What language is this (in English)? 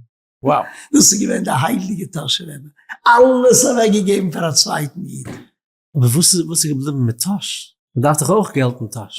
Yiddish